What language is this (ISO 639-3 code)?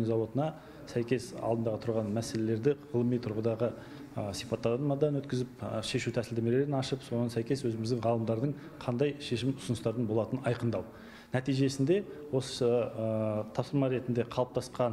kaz